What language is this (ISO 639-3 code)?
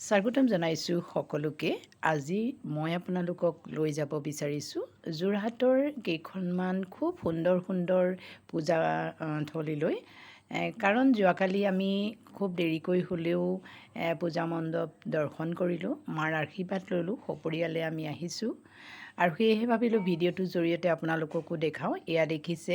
asm